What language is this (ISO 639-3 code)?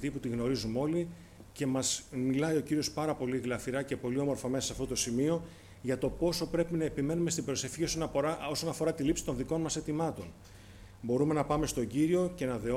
ell